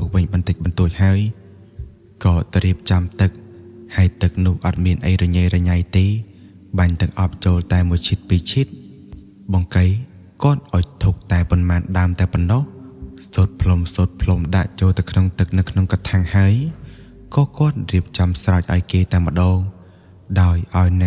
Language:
Khmer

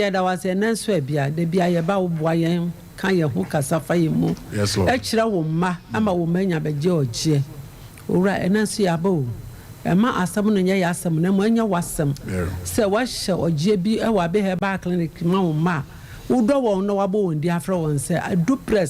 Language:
Akan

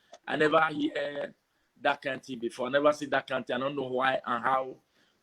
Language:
Nigerian Pidgin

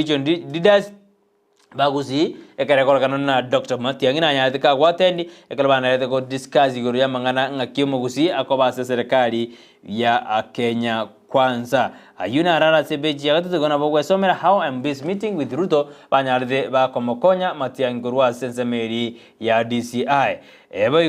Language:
Gusii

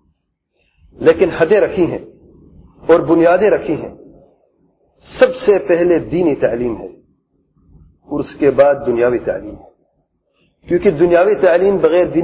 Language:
Urdu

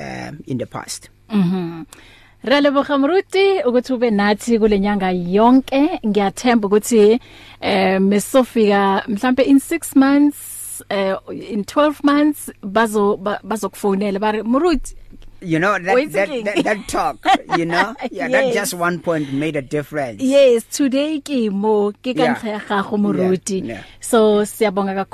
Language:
English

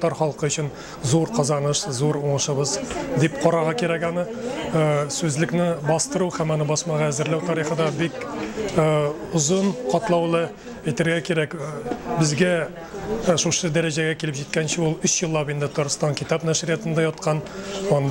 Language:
Tatar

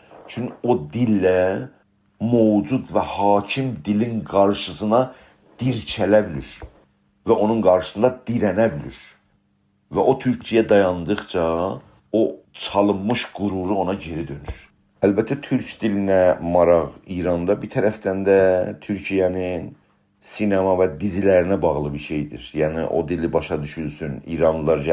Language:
South Azerbaijani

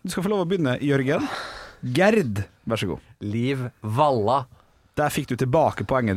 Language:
Norwegian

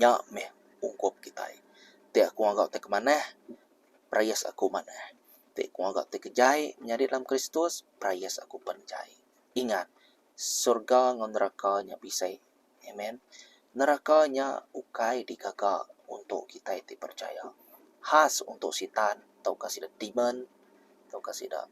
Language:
Iban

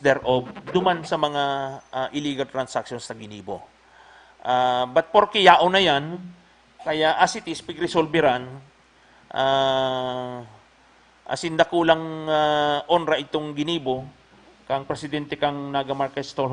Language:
Bikol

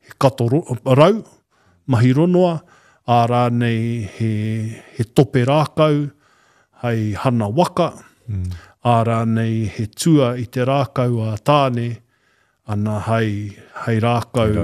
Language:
Māori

